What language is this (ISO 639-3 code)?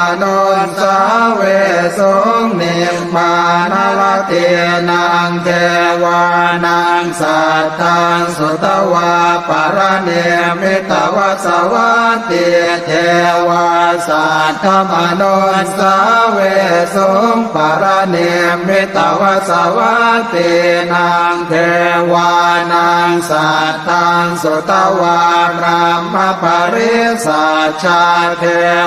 pli